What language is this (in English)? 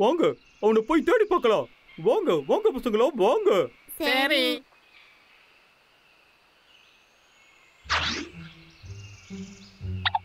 Tamil